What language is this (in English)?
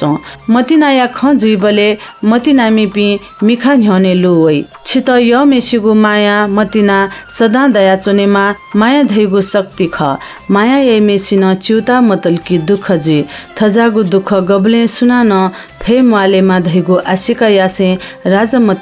Newari